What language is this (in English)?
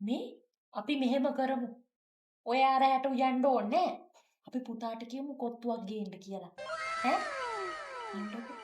Sinhala